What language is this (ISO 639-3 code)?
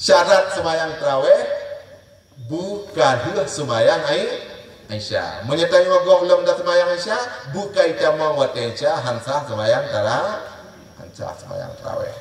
ace